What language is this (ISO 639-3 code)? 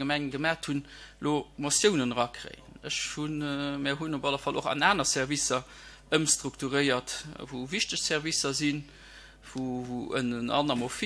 ltz